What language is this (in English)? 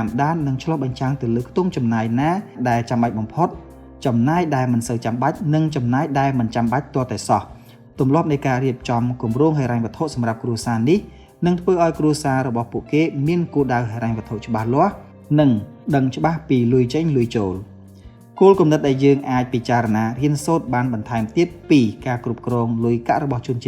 Khmer